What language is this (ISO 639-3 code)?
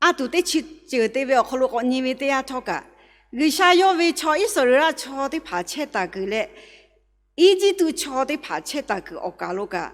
lhu